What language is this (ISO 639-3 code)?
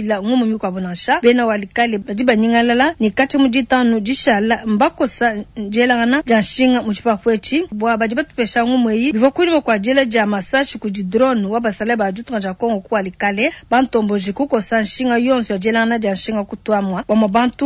lua